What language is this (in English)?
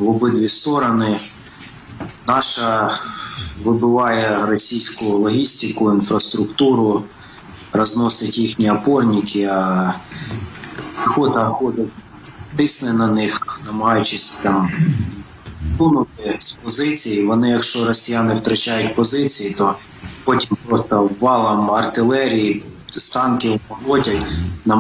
Ukrainian